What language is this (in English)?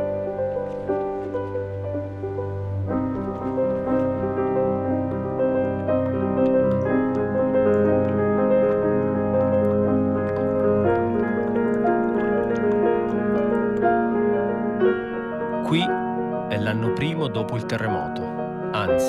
Italian